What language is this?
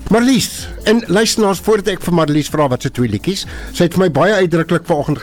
Afrikaans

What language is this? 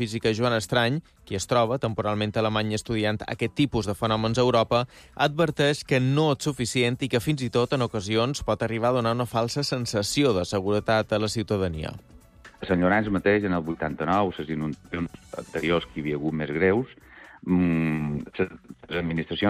Catalan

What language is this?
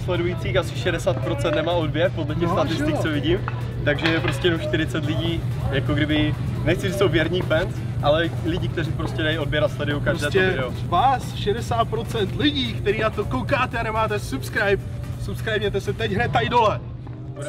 Czech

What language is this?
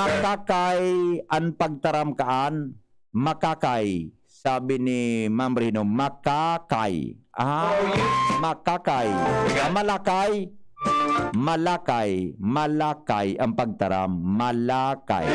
Bikol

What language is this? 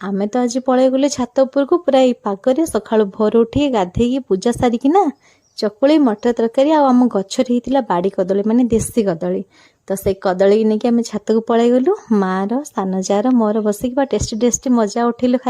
Odia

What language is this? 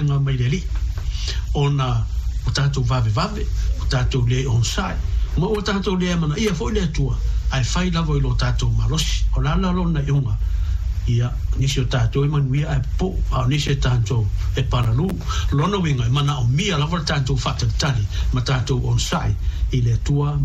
Samoan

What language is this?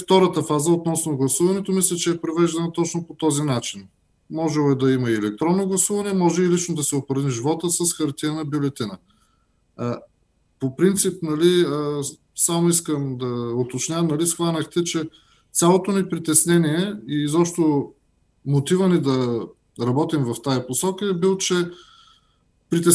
Bulgarian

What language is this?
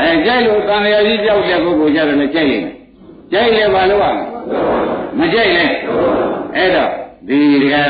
Burmese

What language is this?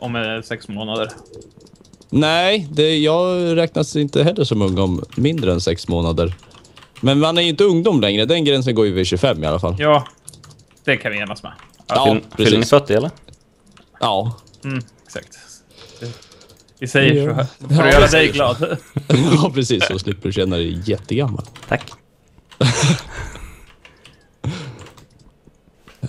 Swedish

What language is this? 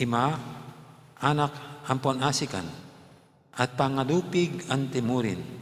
Pampanga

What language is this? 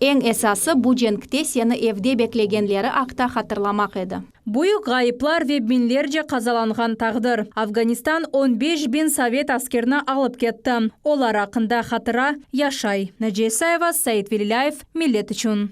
Crimean Tatar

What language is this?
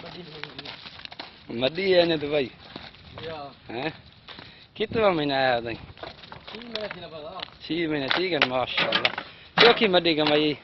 Saraiki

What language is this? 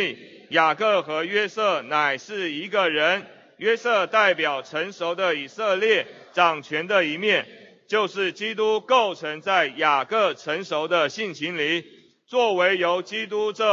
Chinese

